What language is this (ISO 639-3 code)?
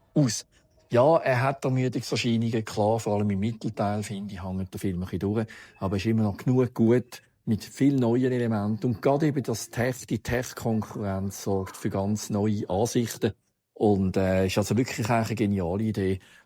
gsw